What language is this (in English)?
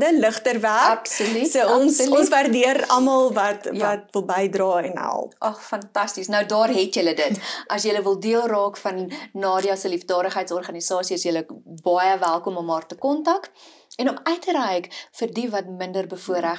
Afrikaans